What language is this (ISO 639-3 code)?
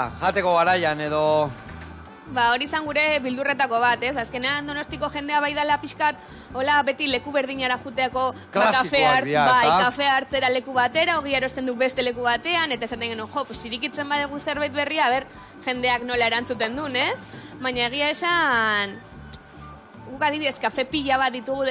eus